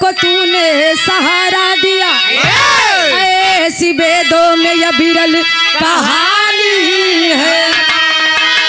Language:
Bhojpuri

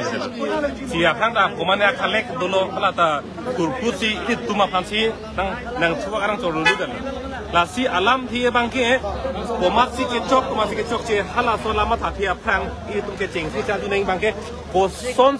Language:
Karbi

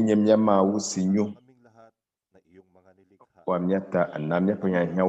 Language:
Ewe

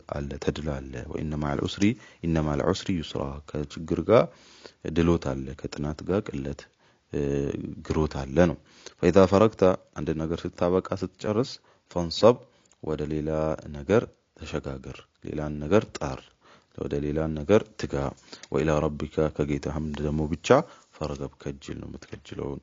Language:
Amharic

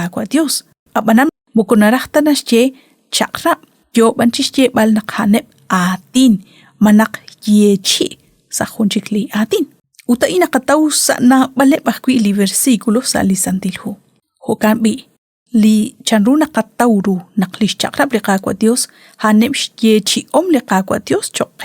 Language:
Kekchí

